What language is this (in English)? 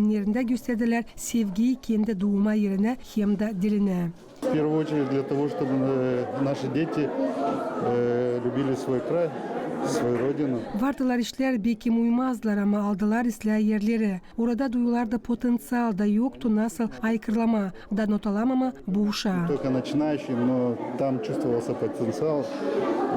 Gagauz